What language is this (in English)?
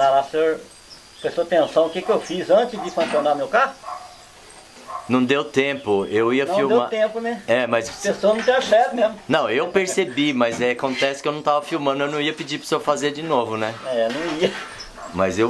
Portuguese